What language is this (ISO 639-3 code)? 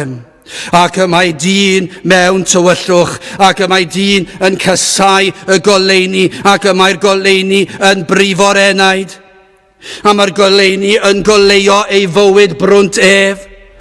cym